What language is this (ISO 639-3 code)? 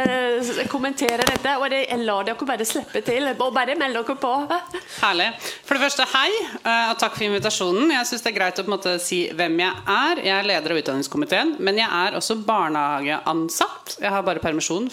nor